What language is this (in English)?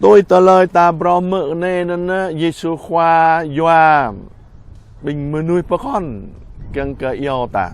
Jarai